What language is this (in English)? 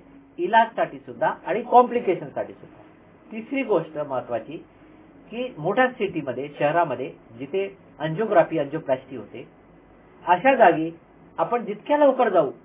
Marathi